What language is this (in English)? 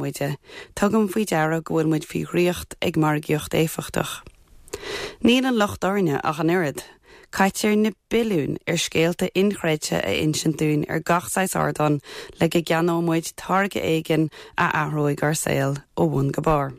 Irish